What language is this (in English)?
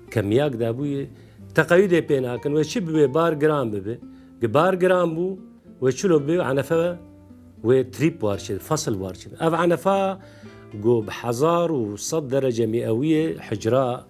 Kurdish